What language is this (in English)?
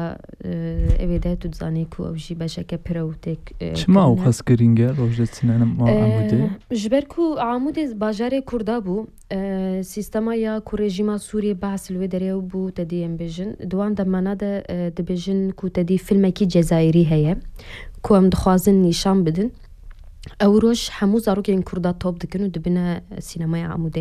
Kurdish